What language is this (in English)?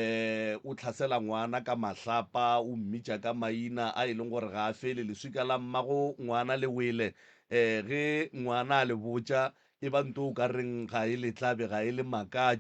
Northern Sotho